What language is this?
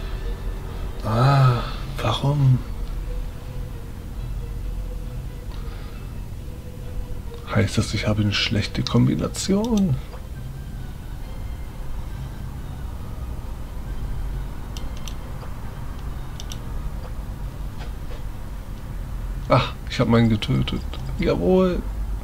German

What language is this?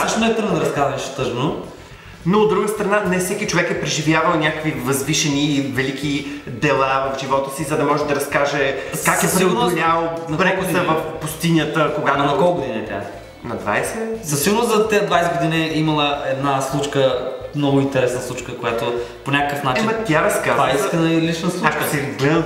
Bulgarian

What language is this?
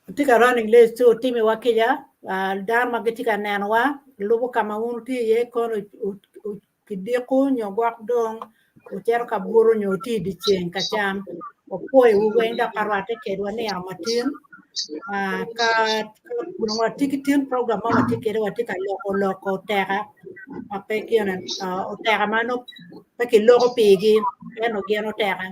Acoli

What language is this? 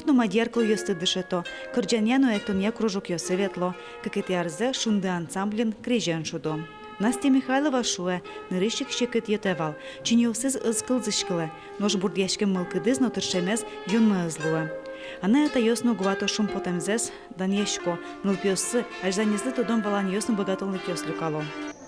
Udmurt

